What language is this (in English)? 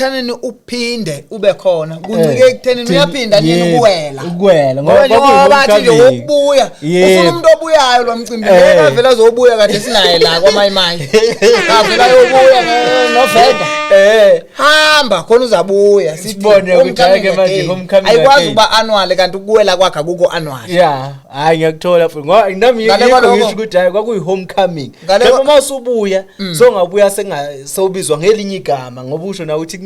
Zulu